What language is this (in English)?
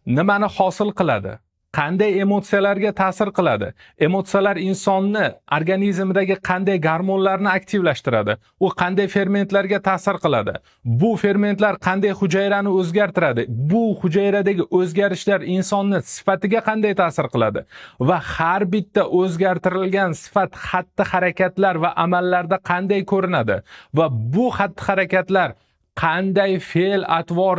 Uzbek